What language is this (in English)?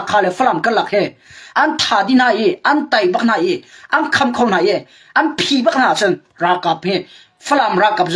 Hakha Chin